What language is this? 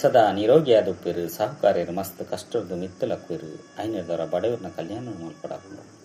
Tulu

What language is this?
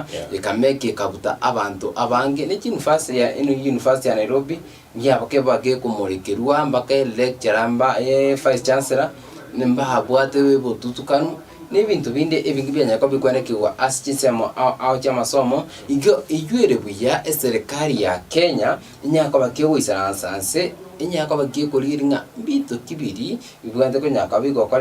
Gusii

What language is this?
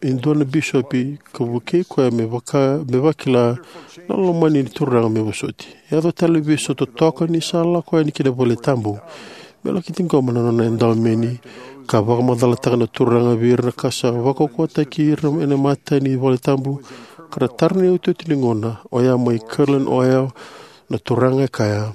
Fijian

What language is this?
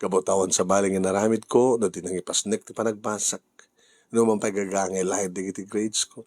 Iloko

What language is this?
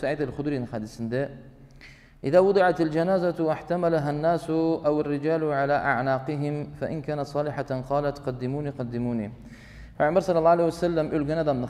Karachay-Balkar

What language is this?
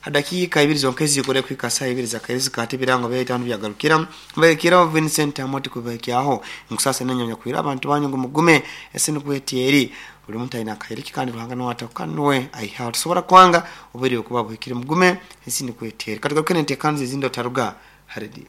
Nyankole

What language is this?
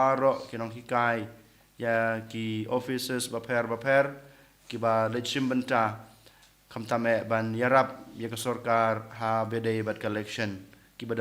Khasi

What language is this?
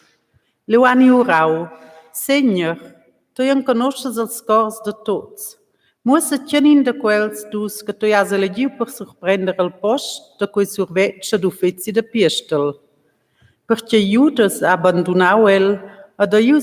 Romansh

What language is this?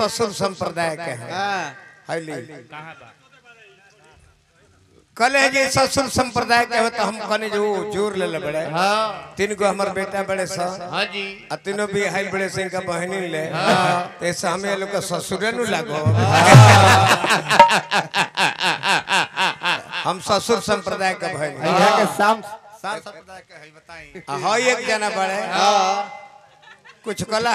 Bhojpuri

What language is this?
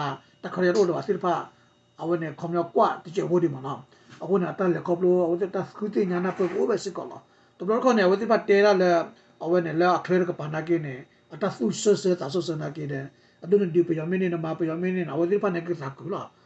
S'gaw Karen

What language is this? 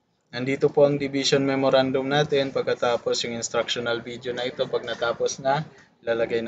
Filipino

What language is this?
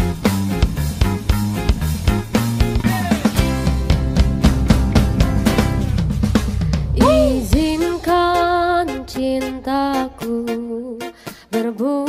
Indonesian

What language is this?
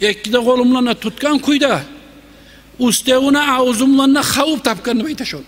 Kumyk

